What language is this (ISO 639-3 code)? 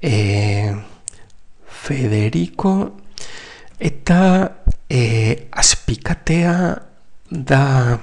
eus